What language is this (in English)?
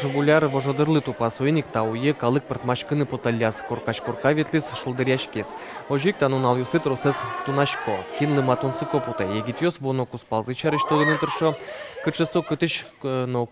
Udmurt